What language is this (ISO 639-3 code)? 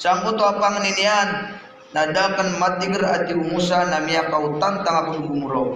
mrw